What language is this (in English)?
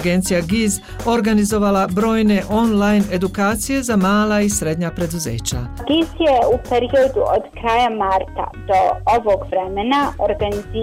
Bosnian